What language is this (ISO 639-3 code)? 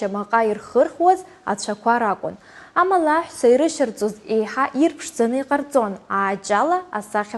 abk